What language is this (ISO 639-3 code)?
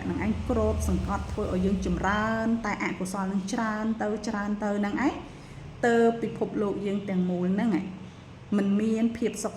khm